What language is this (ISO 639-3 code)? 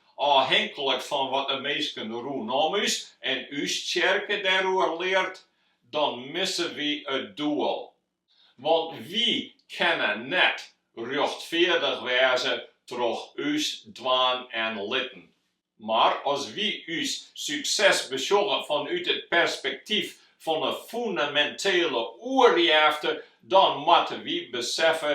fry